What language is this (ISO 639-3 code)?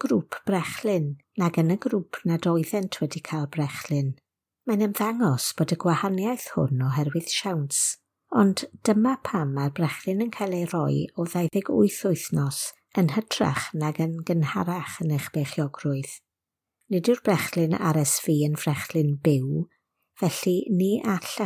cym